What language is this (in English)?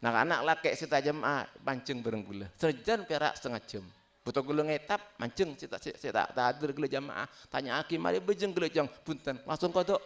Madurese